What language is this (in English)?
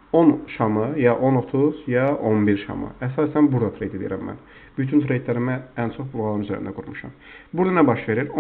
Azerbaijani